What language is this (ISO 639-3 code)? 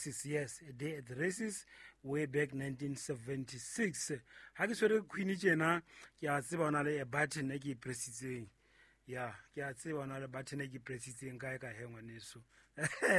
sot